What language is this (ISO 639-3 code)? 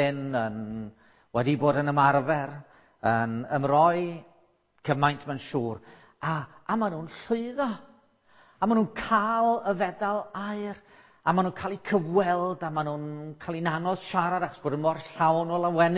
cym